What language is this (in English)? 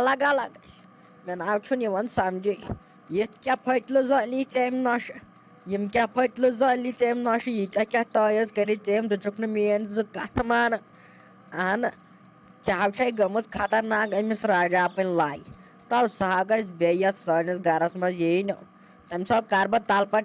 Kashmiri